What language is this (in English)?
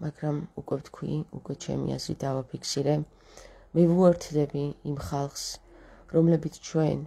Georgian